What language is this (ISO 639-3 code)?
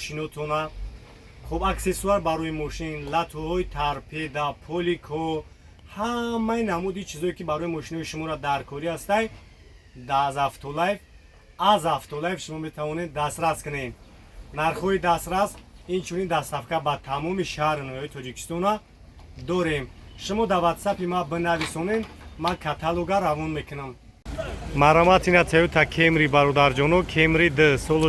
tgk